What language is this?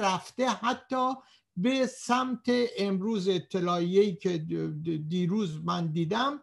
Persian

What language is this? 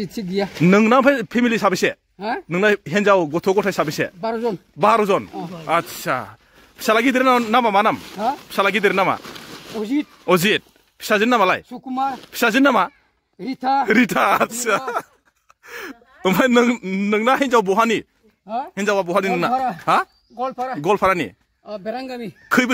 Bodo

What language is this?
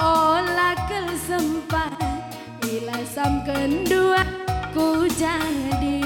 Batak Karo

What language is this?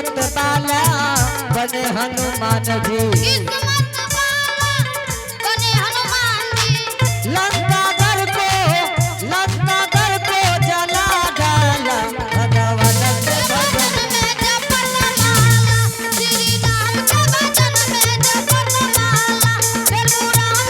Angika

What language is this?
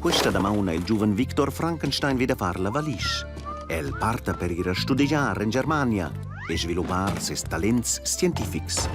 Romansh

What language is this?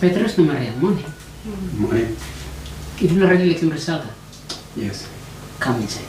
Tok Pisin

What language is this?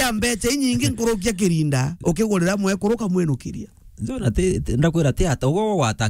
Meru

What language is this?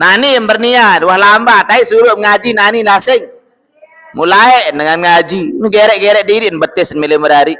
Sasak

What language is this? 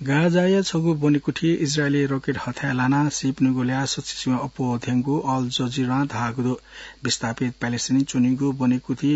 Newari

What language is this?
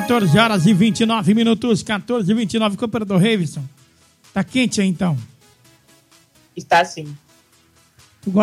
Portuguese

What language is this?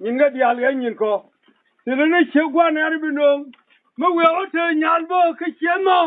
Nuer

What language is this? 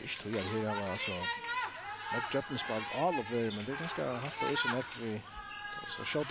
Faroese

